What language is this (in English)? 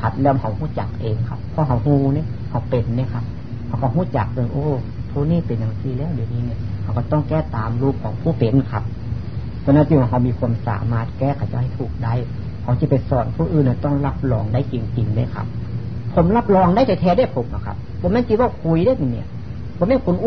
Thai